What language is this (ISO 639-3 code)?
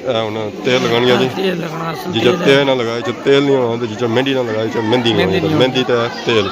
phr